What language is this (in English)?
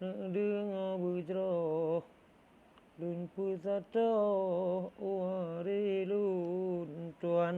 Achinese